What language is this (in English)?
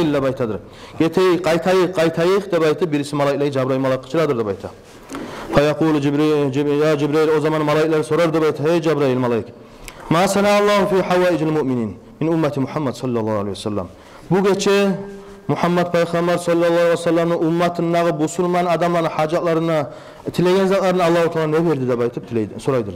Kumyk